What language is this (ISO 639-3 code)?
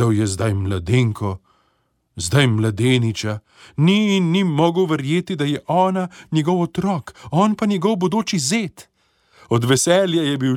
slv